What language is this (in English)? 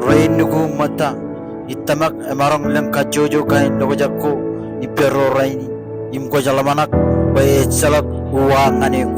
Marshallese